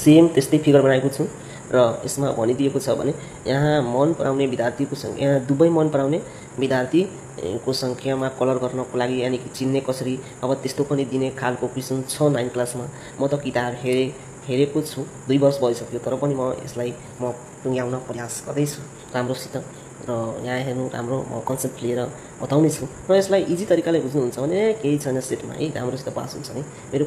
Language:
Nepali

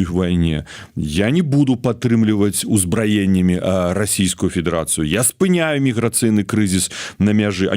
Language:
Belarusian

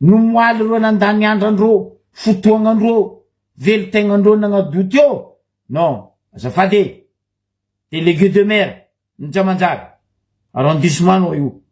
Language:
Malagasy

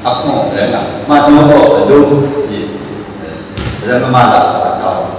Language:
Kachin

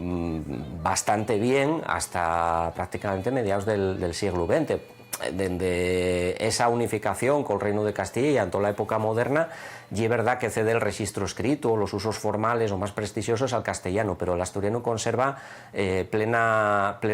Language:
Asturian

